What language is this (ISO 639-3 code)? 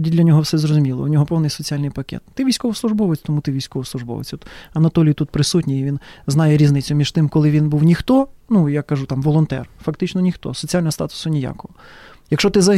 ukr